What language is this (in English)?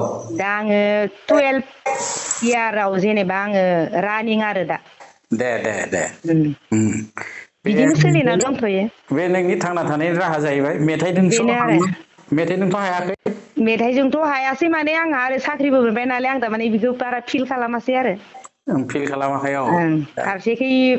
Bodo